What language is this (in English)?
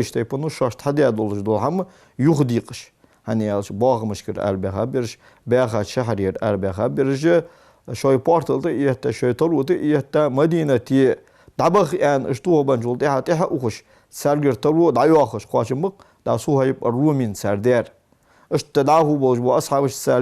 Ingush